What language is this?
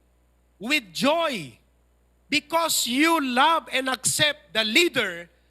Iloko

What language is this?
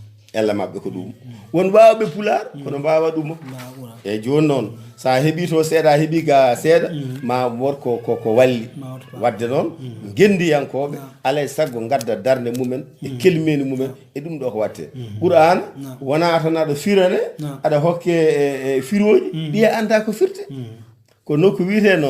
Fula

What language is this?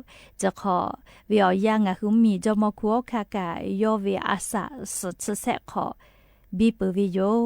Lahu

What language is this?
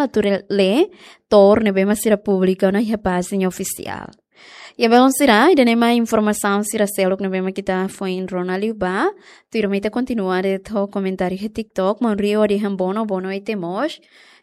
Tetum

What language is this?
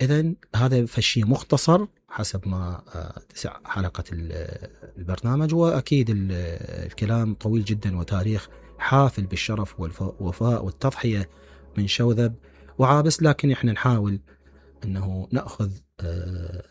Mesopotamian Arabic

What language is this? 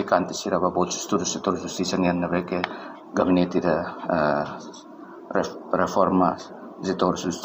Tetum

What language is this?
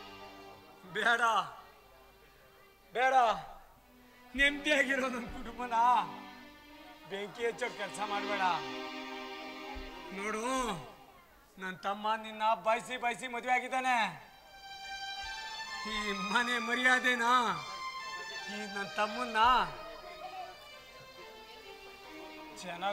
Kannada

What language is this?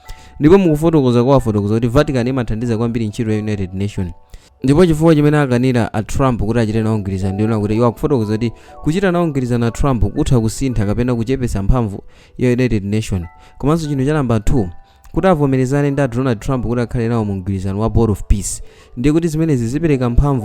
Nyanja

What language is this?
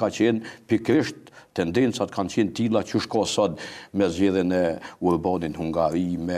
Albanian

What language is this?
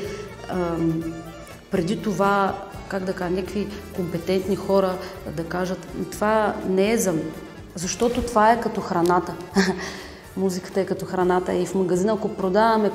Bulgarian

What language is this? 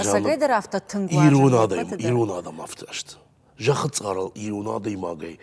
Ossetic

